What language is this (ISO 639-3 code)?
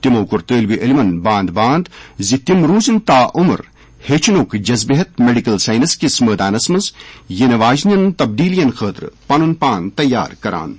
kas